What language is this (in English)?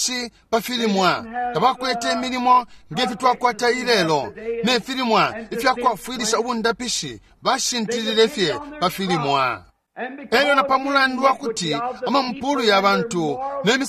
Bemba